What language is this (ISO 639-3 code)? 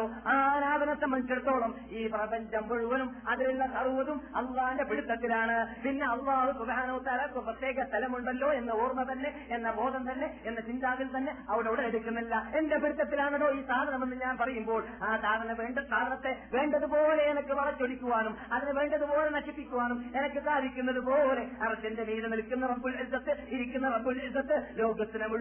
mal